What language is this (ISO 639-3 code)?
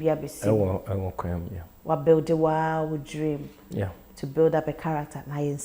aka